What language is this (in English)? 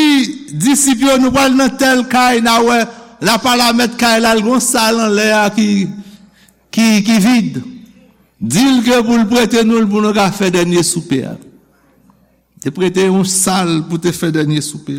Haitian Creole